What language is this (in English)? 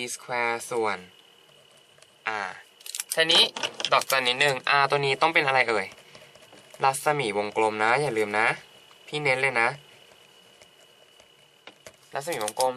Thai